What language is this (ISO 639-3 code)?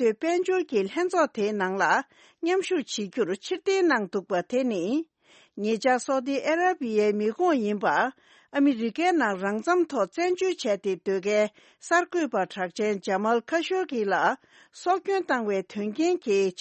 bod